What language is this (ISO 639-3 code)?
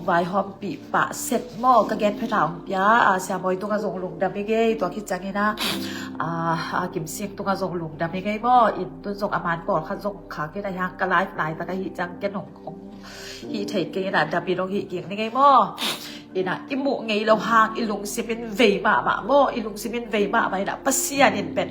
ctd